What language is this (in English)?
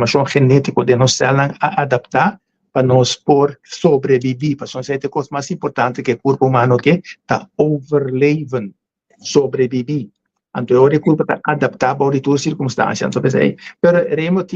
Papiamento